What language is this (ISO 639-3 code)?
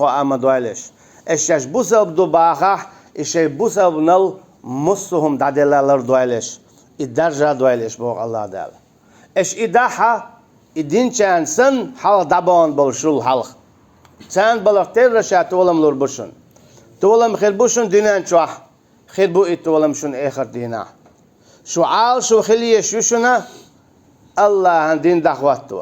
che